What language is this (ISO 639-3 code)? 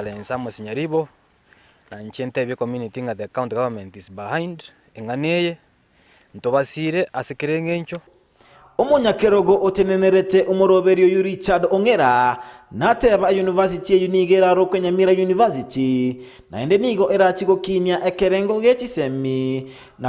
guz